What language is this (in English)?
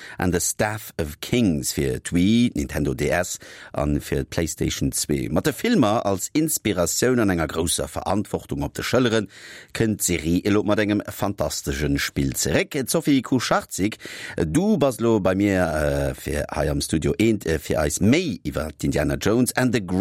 Luxembourgish